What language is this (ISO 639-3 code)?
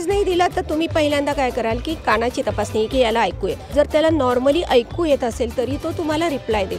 mar